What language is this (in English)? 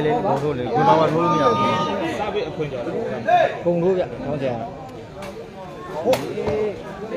Burmese